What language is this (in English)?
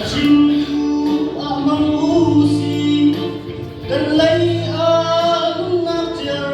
Hakha Chin